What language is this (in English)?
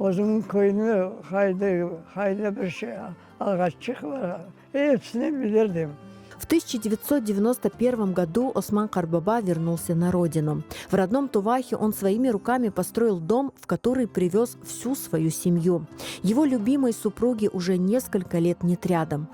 Crimean Tatar